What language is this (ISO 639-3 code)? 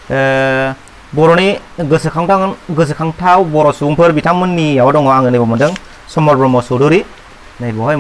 brx